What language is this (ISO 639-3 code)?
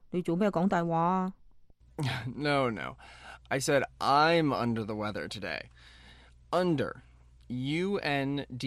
yue